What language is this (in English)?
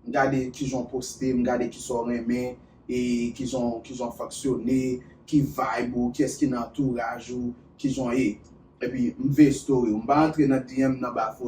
Haitian Creole